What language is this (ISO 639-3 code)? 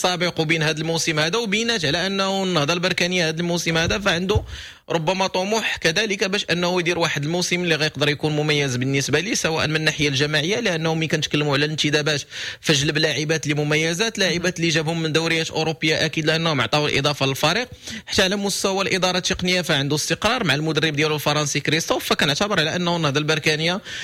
ary